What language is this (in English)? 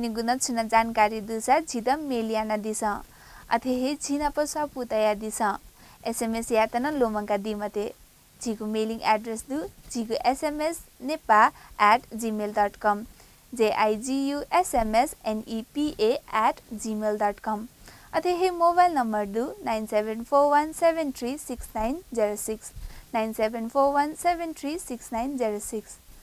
Newari